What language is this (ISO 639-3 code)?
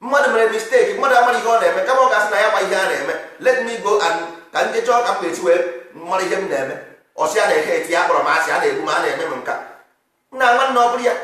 ibo